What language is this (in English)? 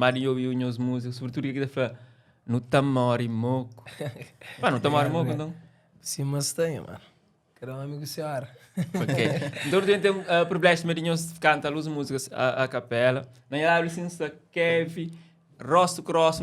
Kabuverdianu